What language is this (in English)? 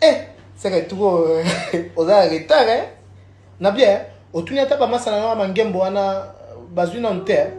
Lingala